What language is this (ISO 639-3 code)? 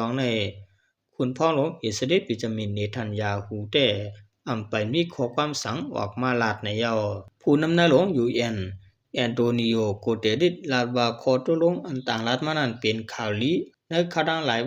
shn